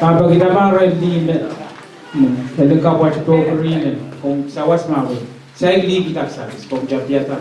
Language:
Pohnpeian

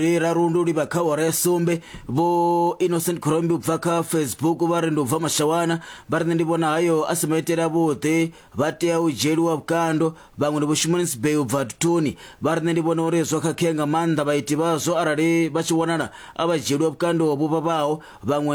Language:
Venda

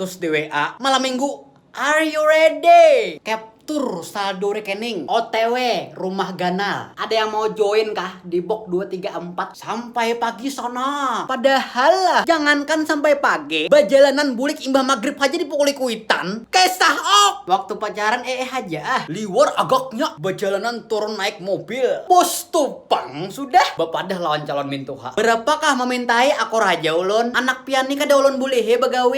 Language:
Banjar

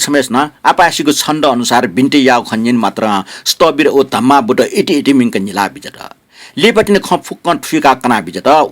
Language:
Newari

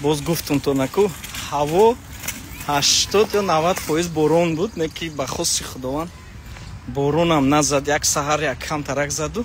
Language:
Tajik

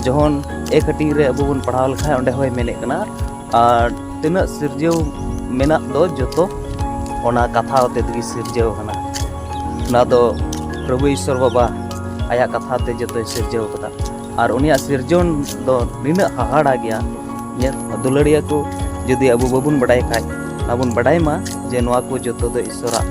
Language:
Santali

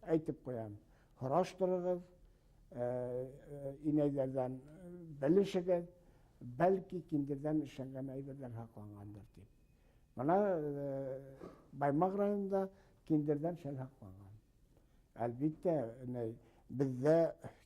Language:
Bashkir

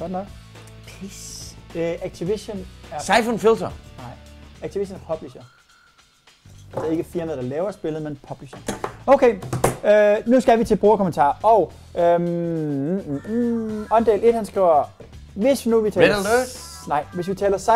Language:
Danish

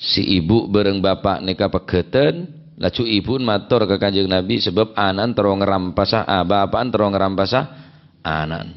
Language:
Madurese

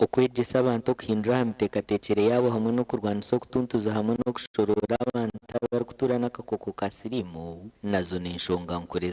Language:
Nyankole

